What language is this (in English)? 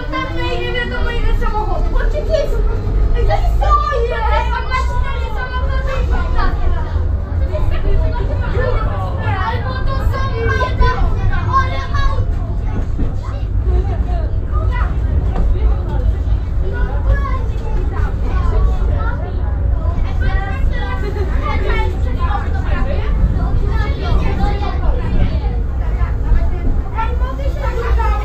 Polish